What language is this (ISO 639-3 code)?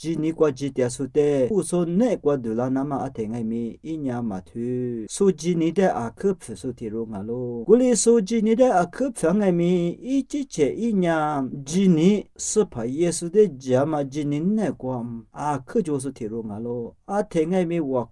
lis